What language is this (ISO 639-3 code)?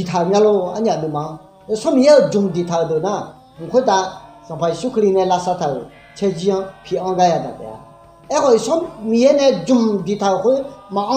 ahk